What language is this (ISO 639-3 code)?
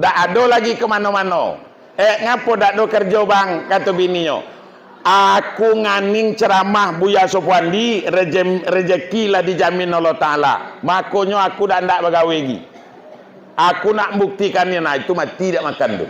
min